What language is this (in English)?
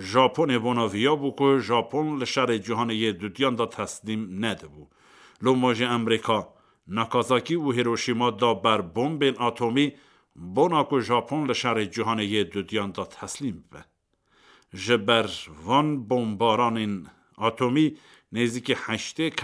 Kurdish